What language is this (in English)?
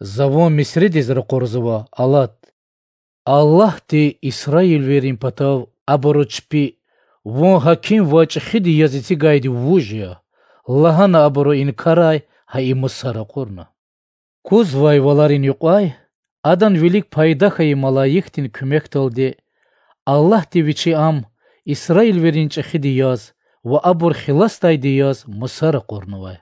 Lezghian